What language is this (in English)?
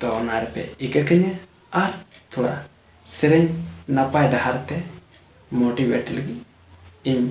Santali